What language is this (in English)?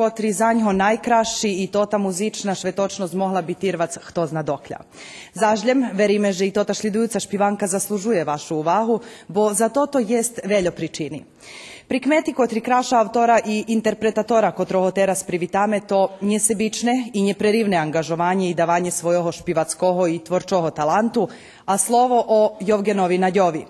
Rusyn